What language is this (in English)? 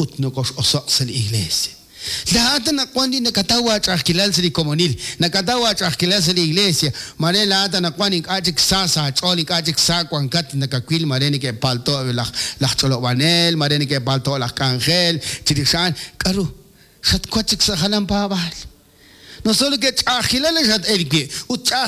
Kekchí